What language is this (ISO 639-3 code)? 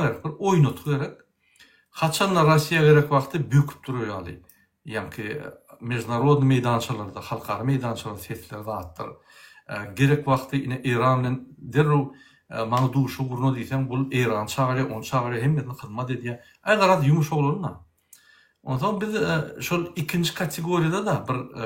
tuk